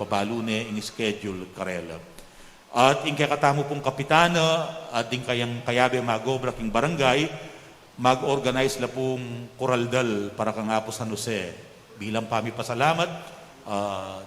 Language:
Pampanga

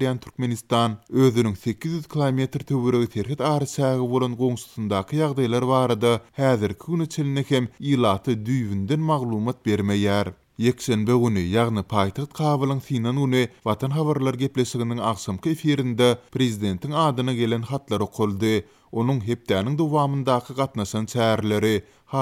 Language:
Turkmen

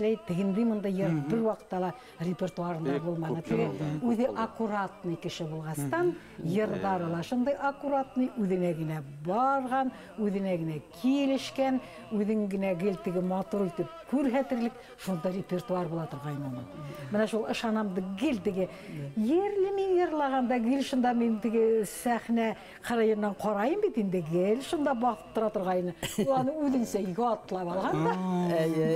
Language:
Bashkir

